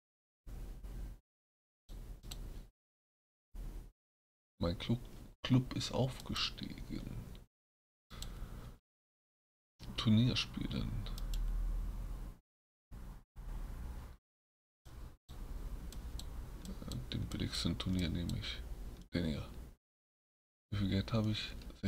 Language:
German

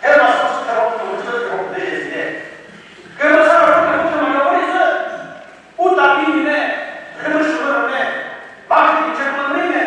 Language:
Chokri Naga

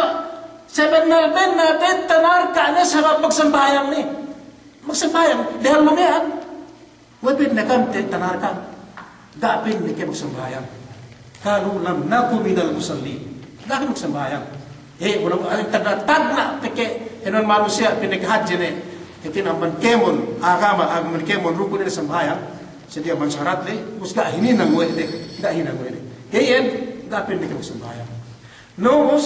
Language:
Yakan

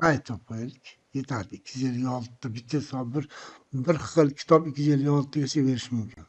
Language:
Uzbek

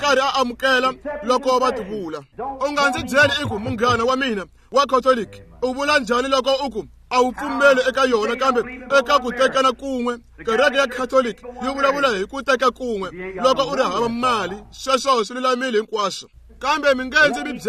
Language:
Tsonga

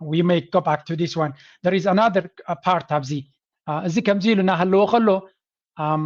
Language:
Tigrinya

